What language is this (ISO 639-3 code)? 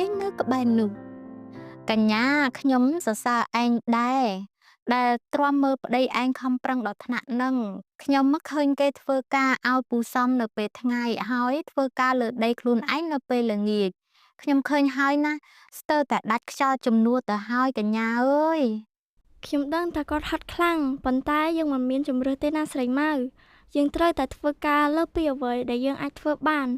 khm